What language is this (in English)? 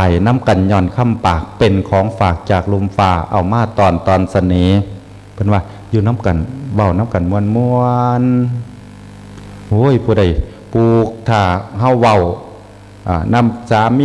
Northeastern Thai